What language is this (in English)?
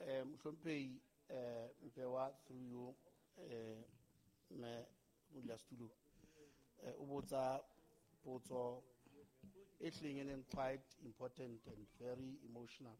Southern Sotho